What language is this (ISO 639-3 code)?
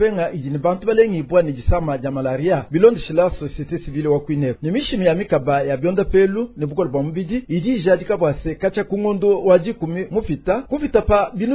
lua